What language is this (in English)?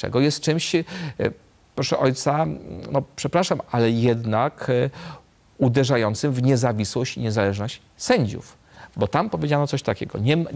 Polish